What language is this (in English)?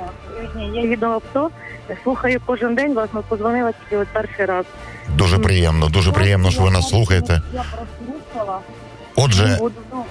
Ukrainian